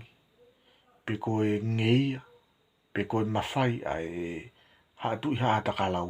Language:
Tongan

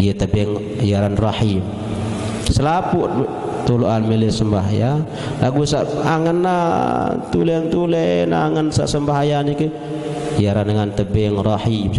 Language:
Sasak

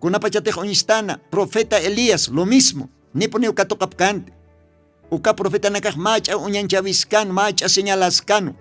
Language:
Aymara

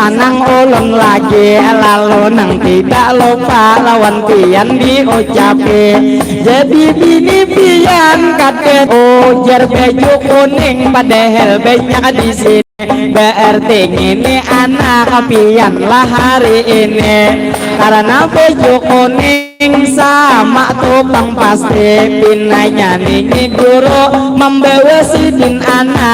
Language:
Banjar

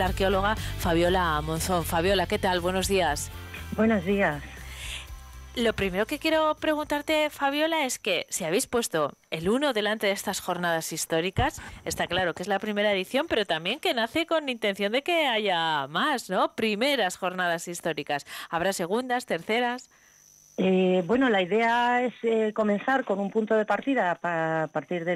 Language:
Spanish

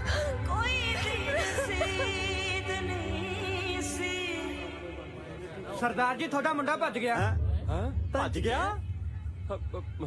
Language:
Punjabi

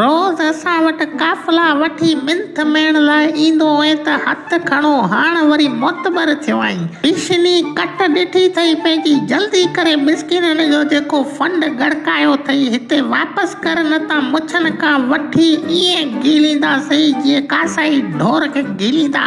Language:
Sindhi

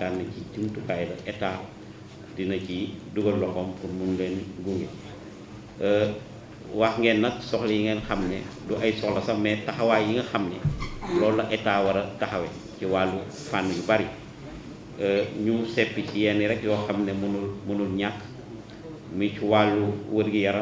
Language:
Wolof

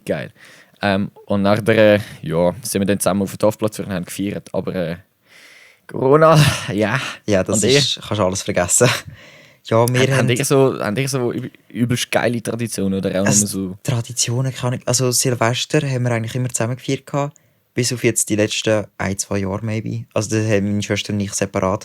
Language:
Swiss German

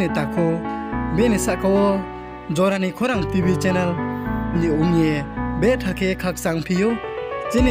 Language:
Riang (India)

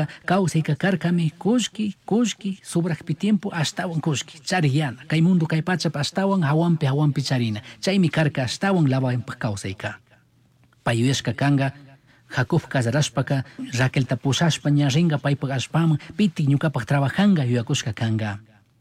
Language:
Chimborazo Highland Quichua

